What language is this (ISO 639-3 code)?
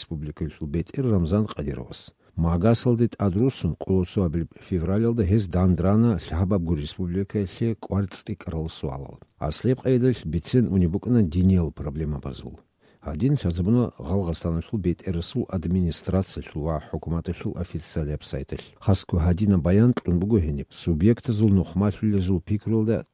ava